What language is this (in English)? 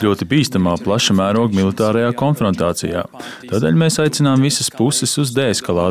Latvian